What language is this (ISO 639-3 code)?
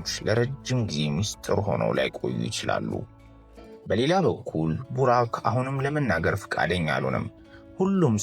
amh